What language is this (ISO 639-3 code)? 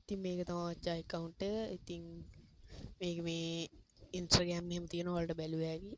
sin